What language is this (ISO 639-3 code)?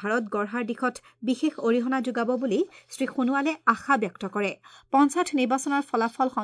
asm